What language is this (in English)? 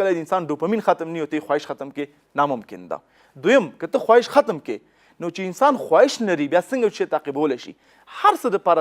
Pashto